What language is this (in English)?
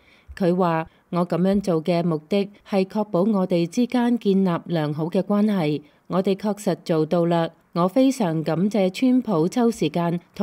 Cantonese